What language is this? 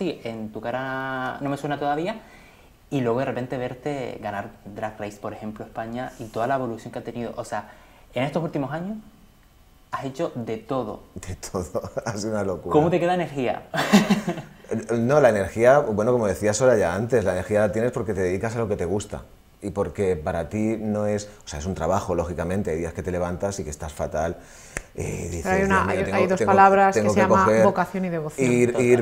Spanish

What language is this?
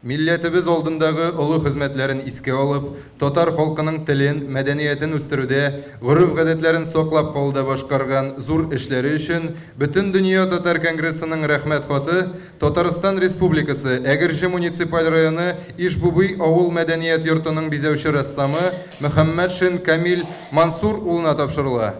Tatar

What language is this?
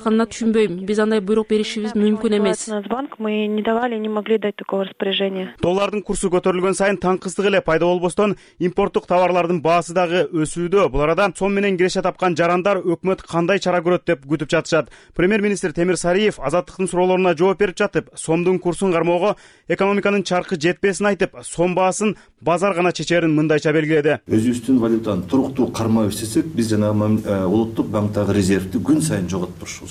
Kyrgyz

